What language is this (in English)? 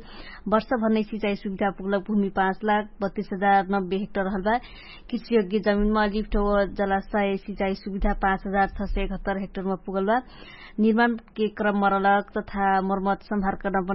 Dangaura Tharu